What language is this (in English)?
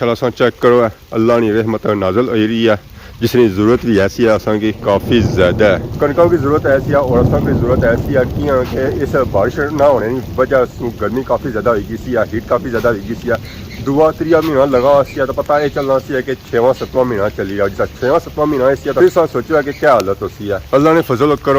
Pahari-Potwari